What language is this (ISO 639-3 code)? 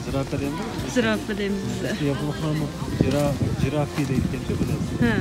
uig